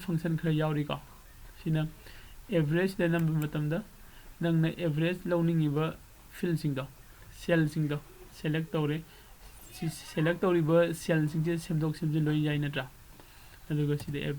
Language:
Manipuri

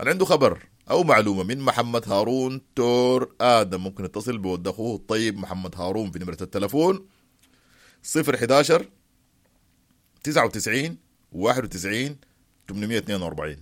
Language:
Sudanese Arabic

